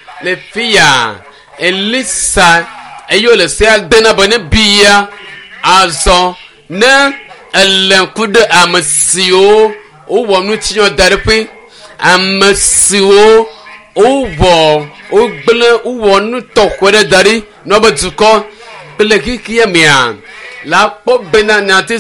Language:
Ewe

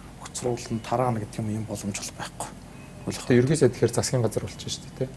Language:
Mongolian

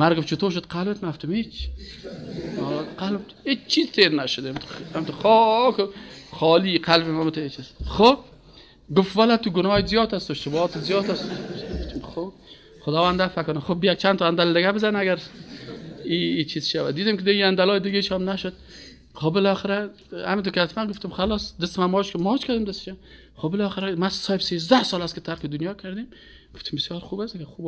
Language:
Persian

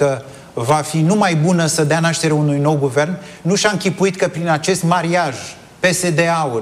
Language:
Romanian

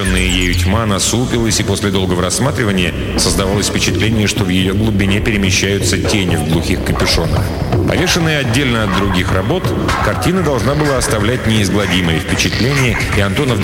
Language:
Russian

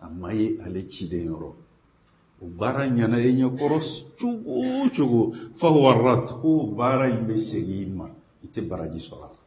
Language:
Bambara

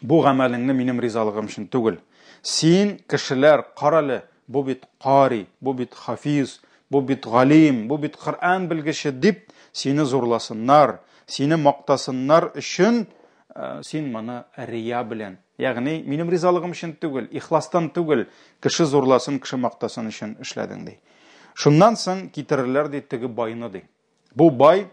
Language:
Tatar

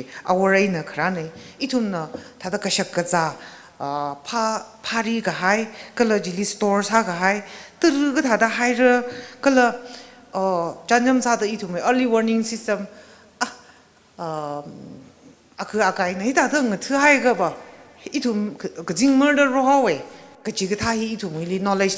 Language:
Tangkhul Naga (India)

